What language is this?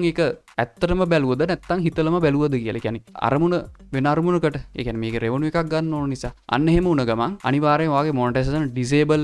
Sinhala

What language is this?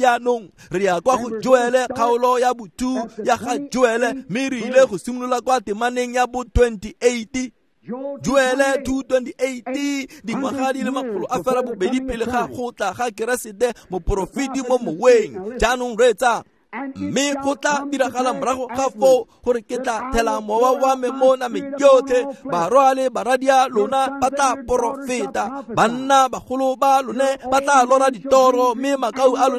Tswana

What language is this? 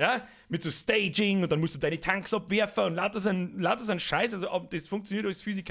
Bavarian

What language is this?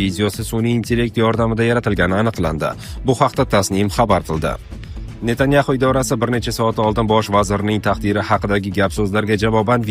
Uzbek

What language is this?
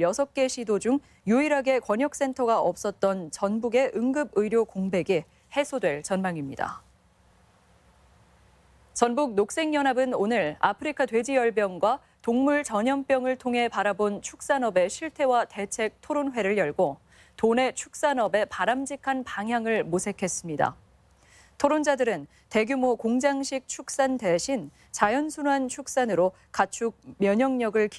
Korean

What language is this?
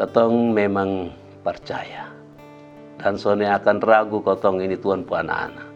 Kupang Malay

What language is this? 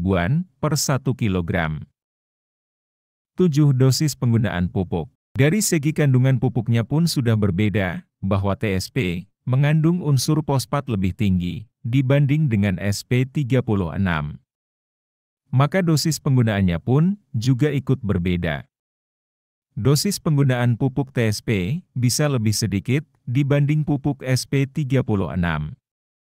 Indonesian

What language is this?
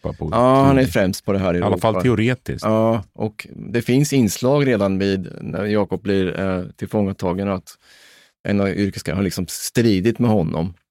Swedish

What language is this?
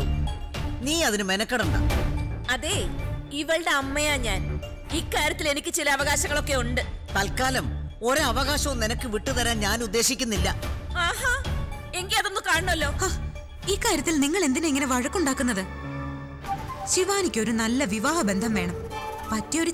Malayalam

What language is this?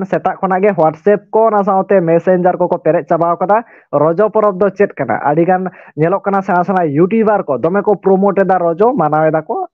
Santali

